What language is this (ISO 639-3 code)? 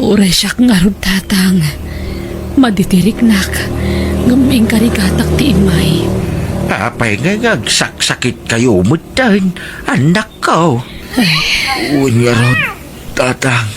ilo